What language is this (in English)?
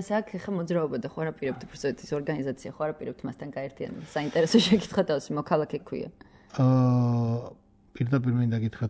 Georgian